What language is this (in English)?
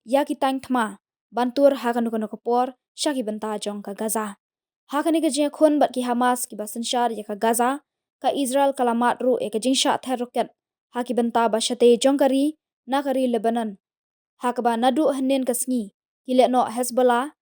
Khasi